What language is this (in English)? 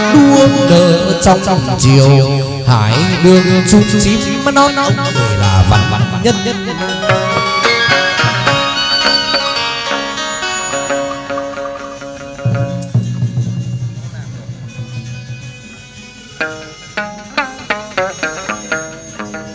Vietnamese